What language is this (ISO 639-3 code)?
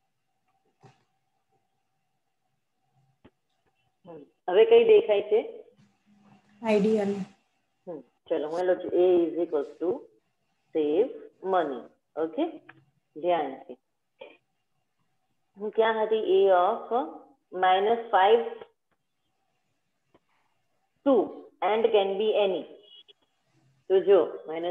guj